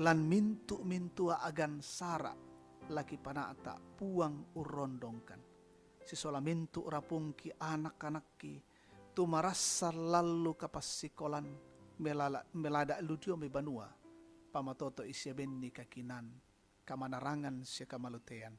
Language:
Toraja-Sa'dan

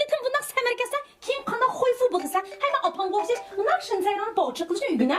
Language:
Uyghur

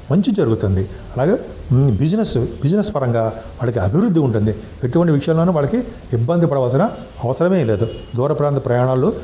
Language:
Telugu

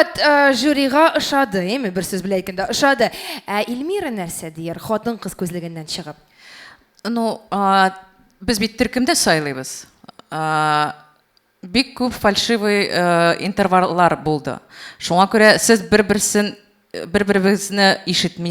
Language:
Tatar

